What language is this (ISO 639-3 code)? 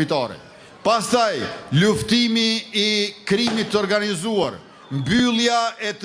sqi